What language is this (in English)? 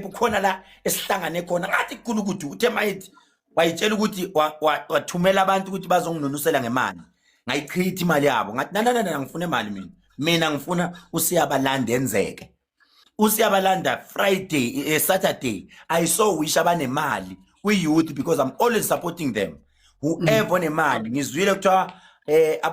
Zulu